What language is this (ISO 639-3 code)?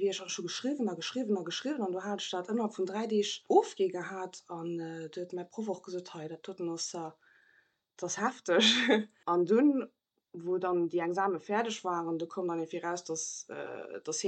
ltz